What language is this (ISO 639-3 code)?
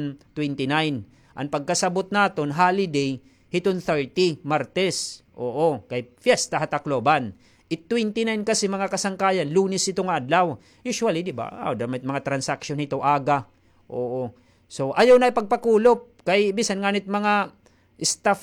war